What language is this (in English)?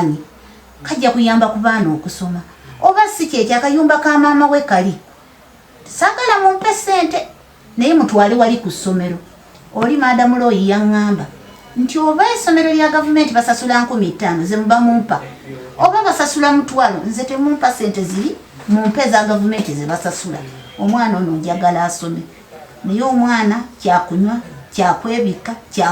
Ganda